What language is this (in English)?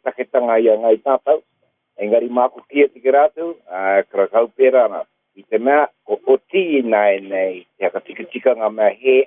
Māori